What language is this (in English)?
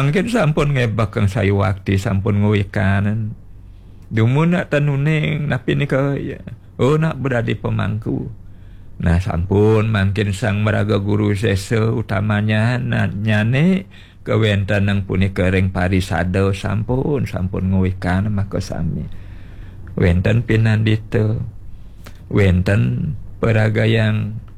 Balinese